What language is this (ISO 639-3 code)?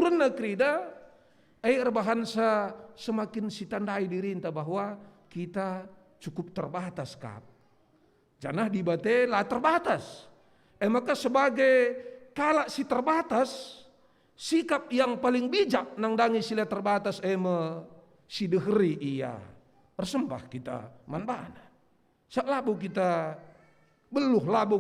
btx